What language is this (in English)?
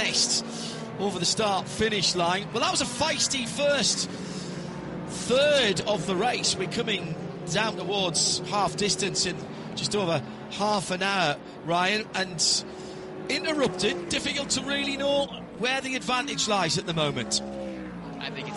English